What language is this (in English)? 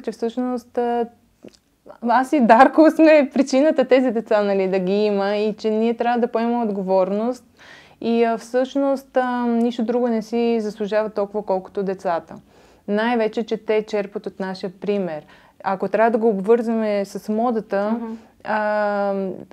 Bulgarian